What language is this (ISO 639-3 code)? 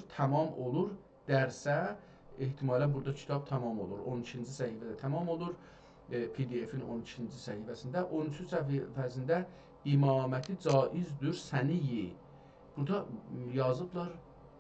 azb